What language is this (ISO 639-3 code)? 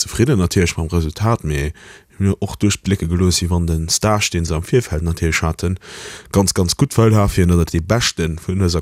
ltz